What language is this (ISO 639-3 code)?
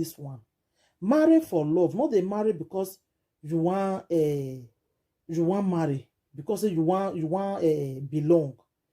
pcm